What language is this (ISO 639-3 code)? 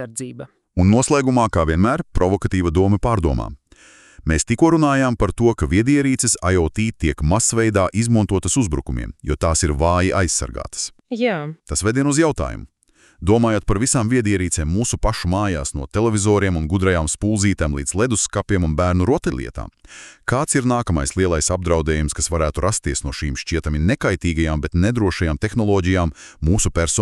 lav